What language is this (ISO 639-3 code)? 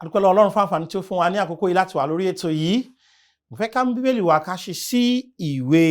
yor